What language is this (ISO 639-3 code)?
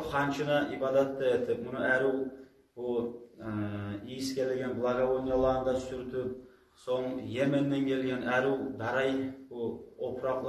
kum